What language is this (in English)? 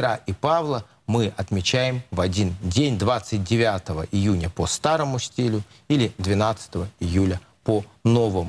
Russian